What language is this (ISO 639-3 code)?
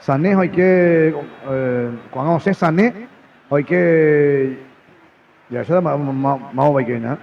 grn